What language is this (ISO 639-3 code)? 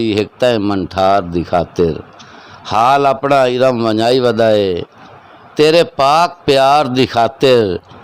skr